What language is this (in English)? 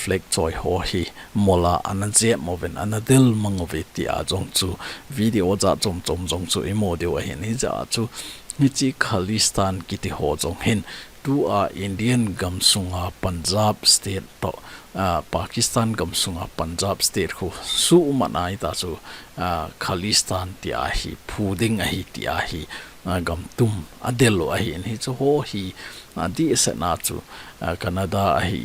Thado Chin